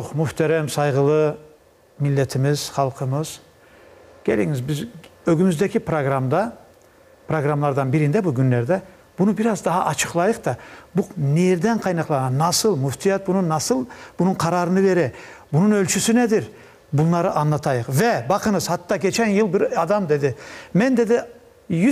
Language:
Crimean Tatar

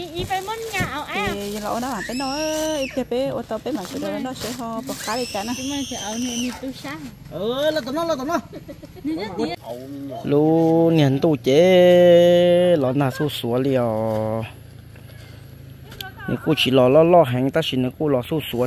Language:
Vietnamese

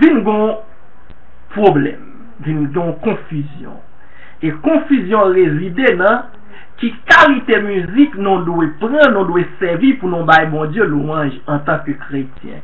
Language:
Haitian Creole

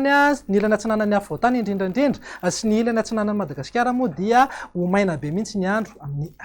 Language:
Malagasy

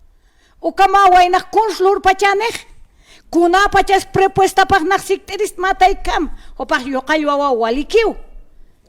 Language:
Aymara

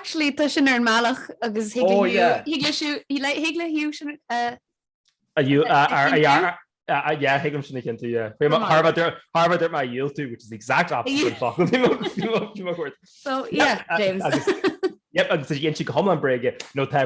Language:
Irish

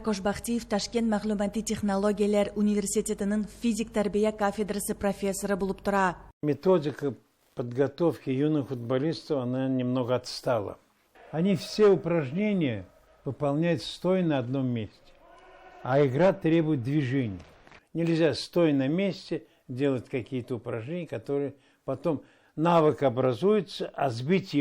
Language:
Tatar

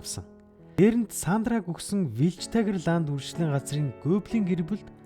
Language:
Mongolian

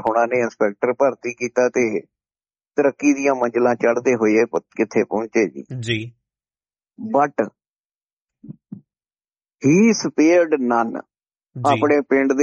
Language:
Punjabi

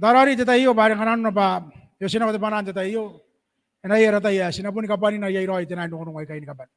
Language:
Gilbertese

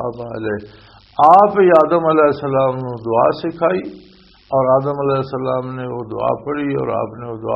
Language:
Western Panjabi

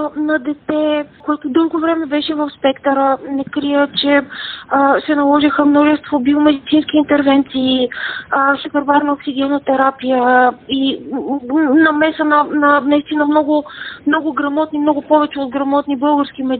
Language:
Bulgarian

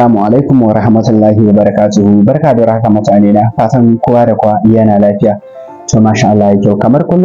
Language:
Hausa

